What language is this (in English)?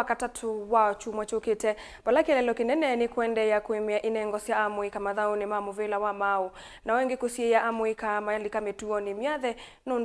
Kamba